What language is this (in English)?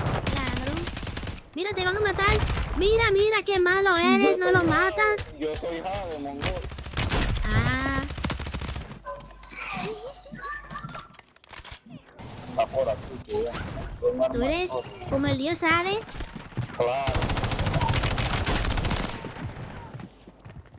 Spanish